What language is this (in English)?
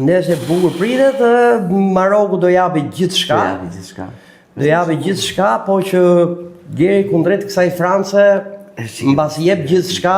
Albanian